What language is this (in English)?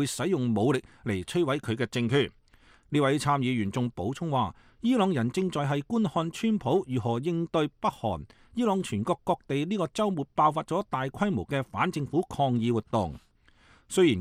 Cantonese